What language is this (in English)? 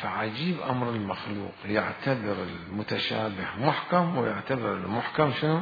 Mesopotamian Arabic